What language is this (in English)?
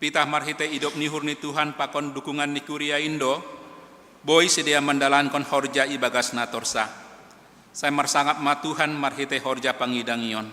Batak Simalungun